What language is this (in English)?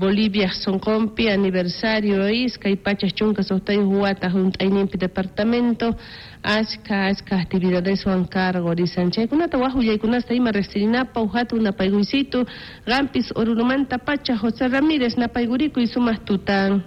South Bolivian Quechua